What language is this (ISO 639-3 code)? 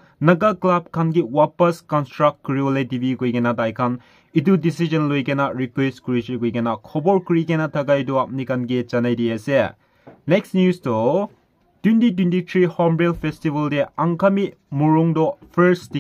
nag